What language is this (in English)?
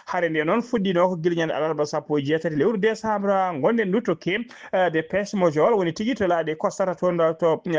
Fula